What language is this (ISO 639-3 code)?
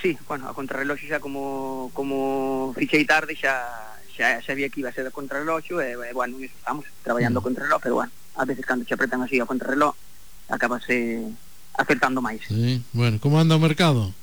glg